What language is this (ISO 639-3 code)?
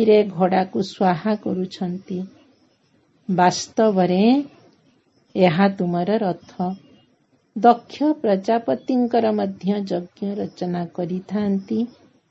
ori